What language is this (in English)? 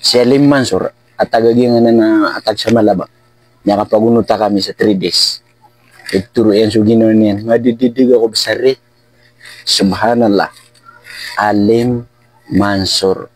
Maranao